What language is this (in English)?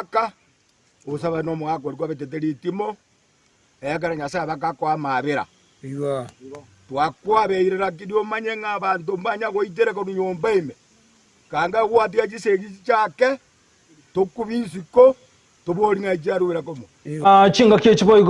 Gusii